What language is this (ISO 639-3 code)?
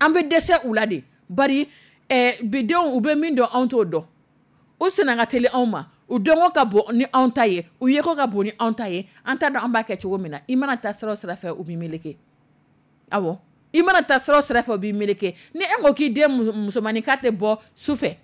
dyu